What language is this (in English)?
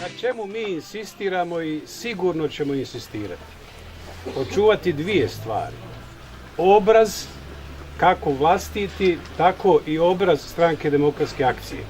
Bosnian